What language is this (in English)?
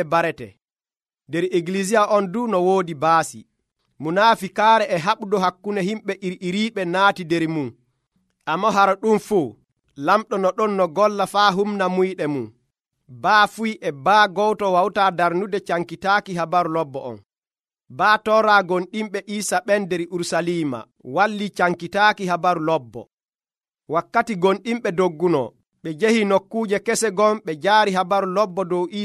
Nigerian Fulfulde